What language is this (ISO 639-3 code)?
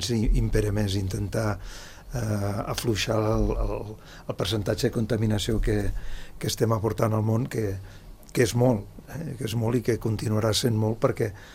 cat